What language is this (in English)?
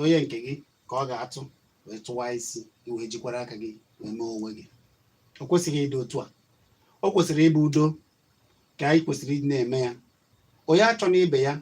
Igbo